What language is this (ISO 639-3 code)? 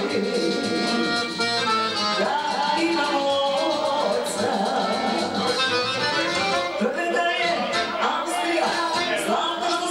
hrv